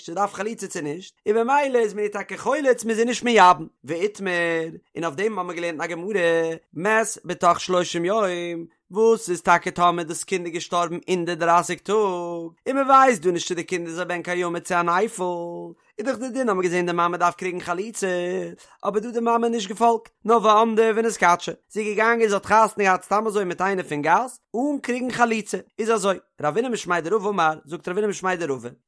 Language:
Yiddish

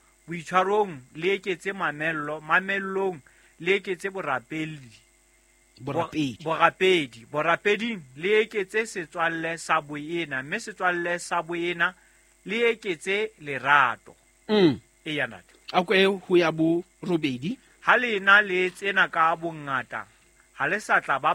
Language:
Southern Sotho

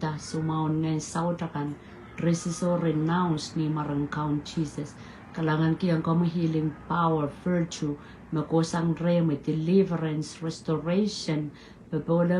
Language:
Pohnpeian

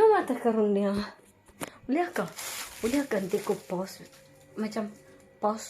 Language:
Iban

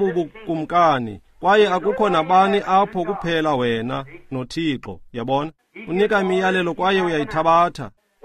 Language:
Xhosa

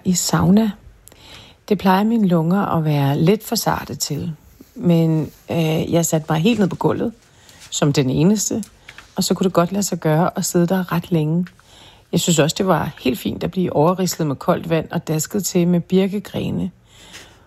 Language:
Danish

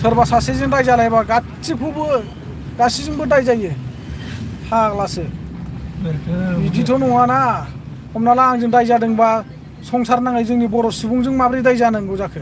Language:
Bodo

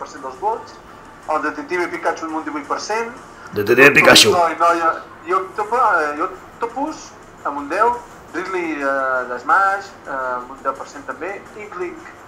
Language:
Catalan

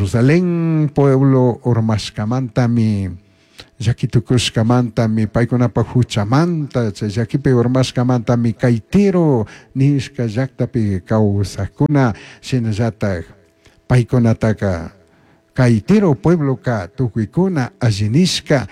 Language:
Chimborazo Highland Quichua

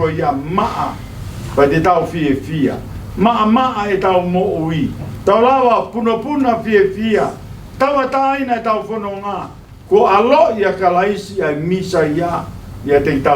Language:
Tongan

